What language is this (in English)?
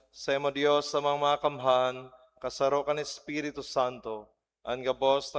Bikol